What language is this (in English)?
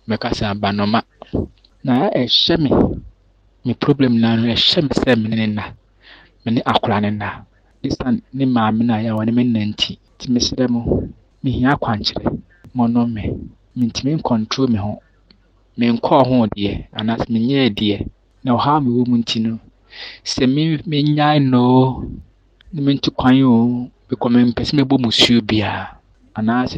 Akan